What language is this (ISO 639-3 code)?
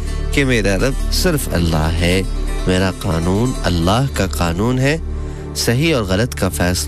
urd